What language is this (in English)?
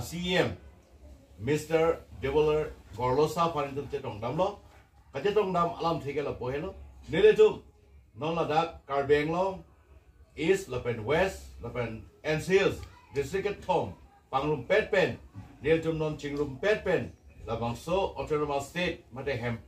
Karbi